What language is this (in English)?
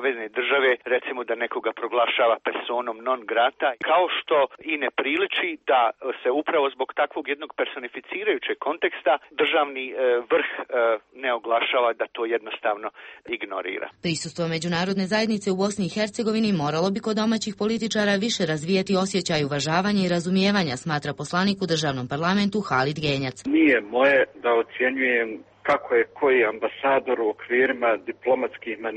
Bosnian